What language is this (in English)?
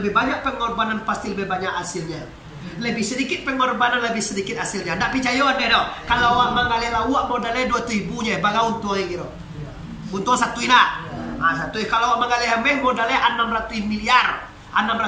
Minangkabau